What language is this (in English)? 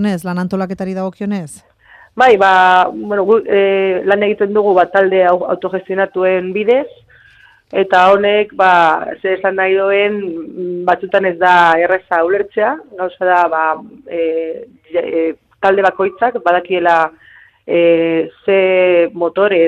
Basque